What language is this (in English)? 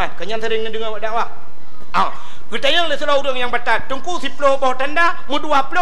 Achinese